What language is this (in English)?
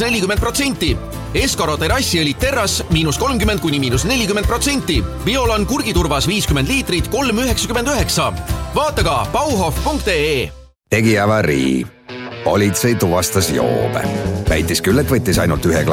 Estonian